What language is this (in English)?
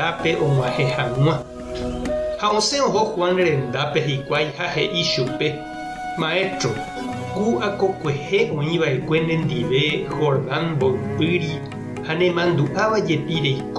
Guarani